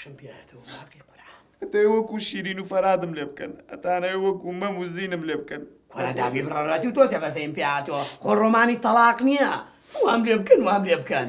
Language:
Central Kurdish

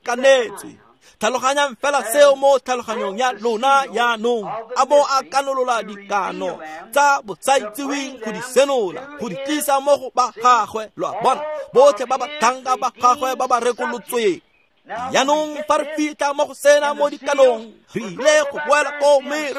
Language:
Tswana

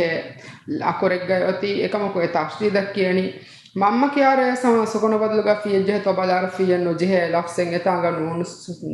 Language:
Divehi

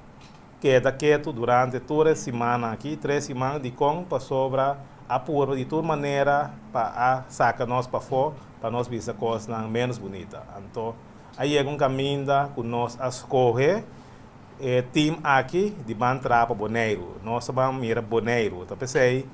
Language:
Papiamento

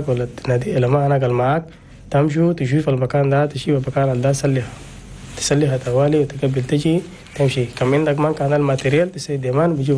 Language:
Chadian Arabic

